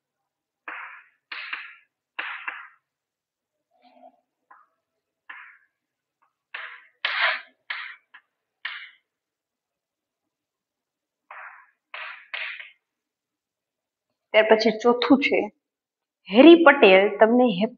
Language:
Gujarati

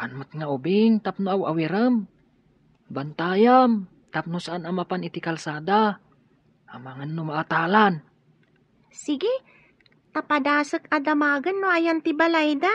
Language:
Iloko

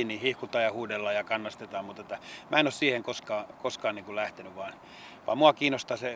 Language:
Finnish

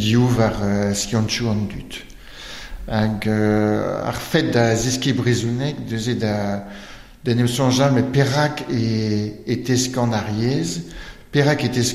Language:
Breton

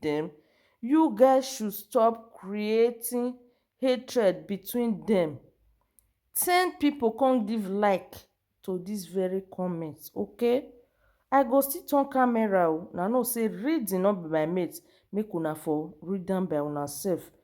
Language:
Nigerian Pidgin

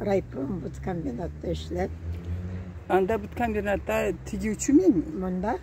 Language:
Karachay-Balkar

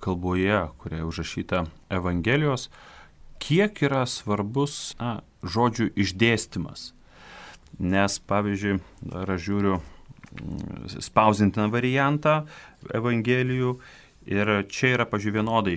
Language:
Lithuanian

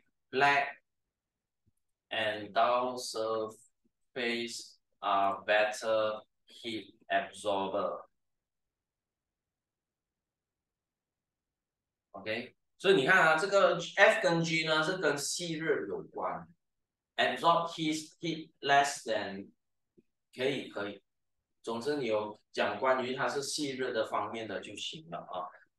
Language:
Chinese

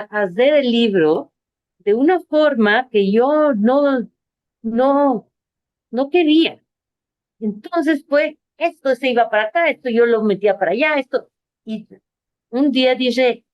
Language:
Ladino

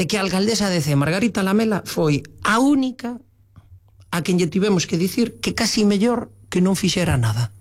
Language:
Galician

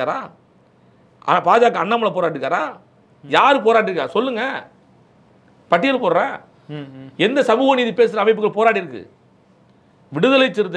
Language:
Tamil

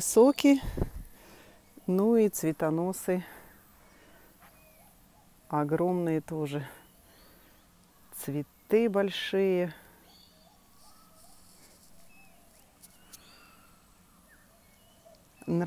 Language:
Russian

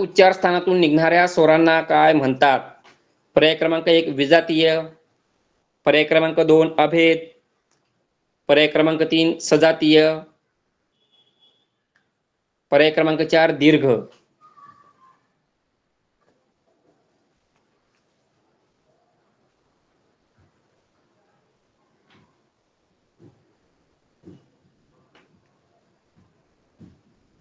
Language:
Marathi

